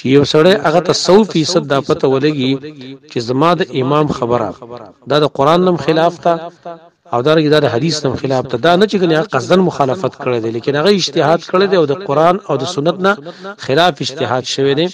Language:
Pashto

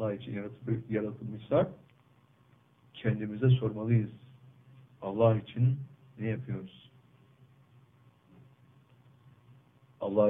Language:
Turkish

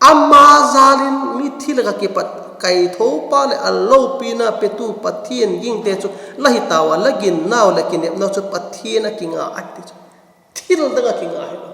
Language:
Vaiphei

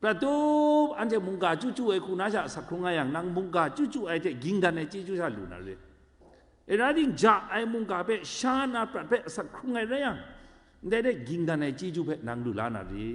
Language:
Kachin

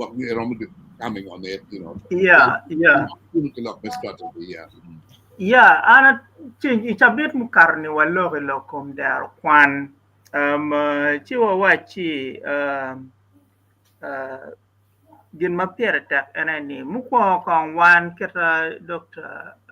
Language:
Acoli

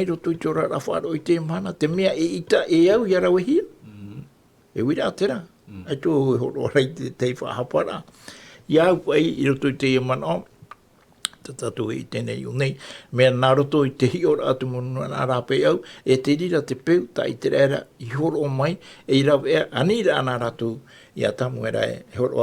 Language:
Tahitian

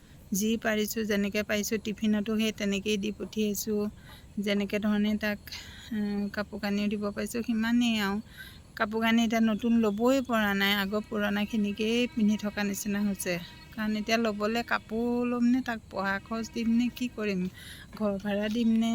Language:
Assamese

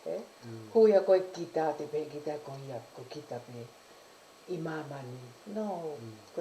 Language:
Tongan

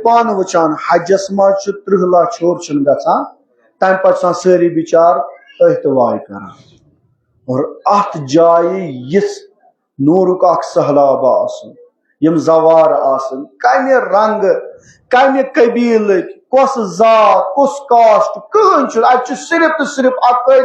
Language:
Kashmiri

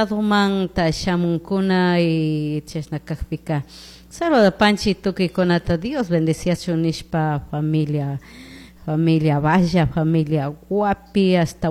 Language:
Chimborazo Highland Quichua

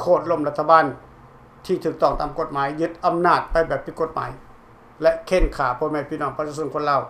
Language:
Lao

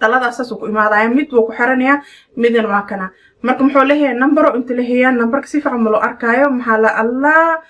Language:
Somali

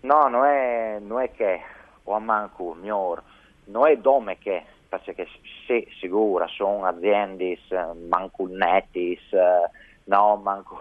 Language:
Friulian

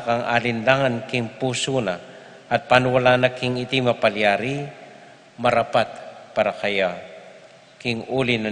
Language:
Pampanga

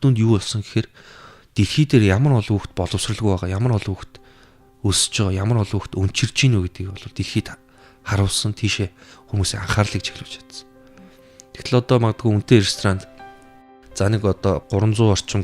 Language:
Mongolian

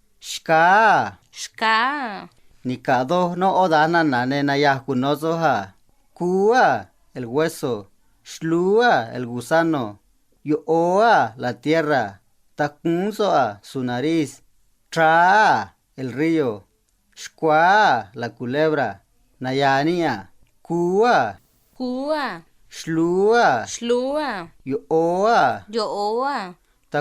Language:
Copala Triqui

